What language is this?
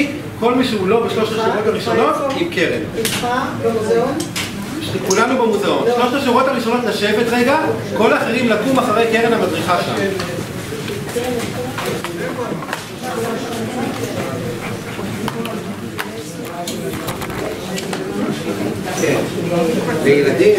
Hebrew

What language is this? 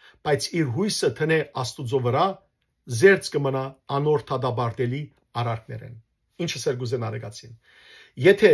Western Armenian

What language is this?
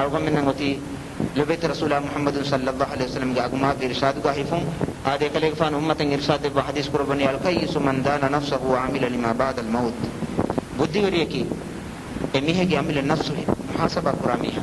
Divehi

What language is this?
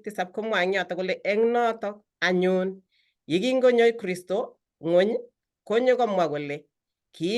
Kalenjin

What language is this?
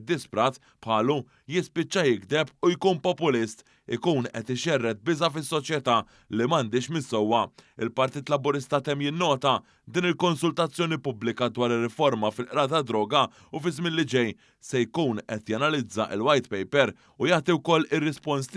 Maltese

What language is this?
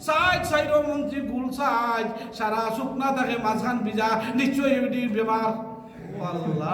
Sylheti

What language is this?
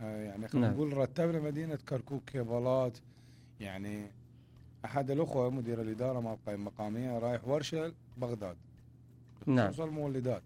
Mesopotamian Arabic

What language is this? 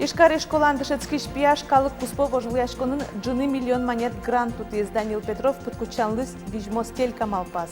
Udmurt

